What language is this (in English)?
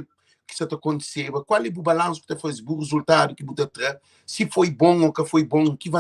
Kabuverdianu